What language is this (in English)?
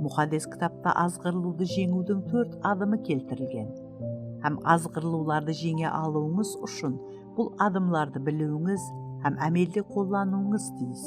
Kara-Kalpak